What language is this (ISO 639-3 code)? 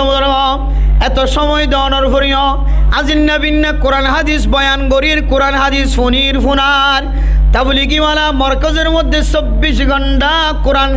rhg